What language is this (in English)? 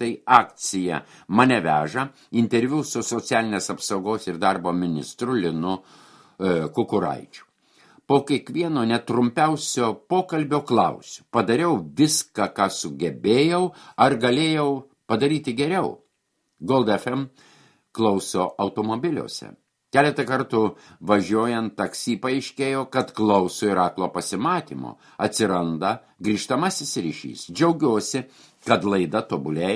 Lithuanian